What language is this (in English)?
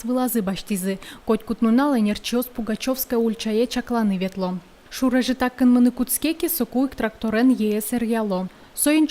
Udmurt